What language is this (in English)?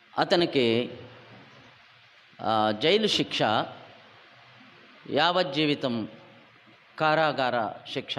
Telugu